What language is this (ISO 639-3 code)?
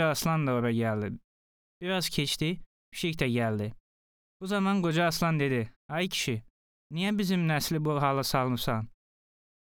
aze